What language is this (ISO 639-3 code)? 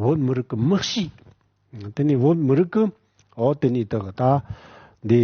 bod